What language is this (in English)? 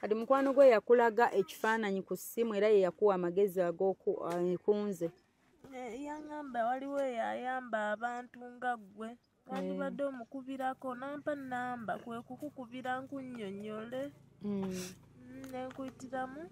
Ganda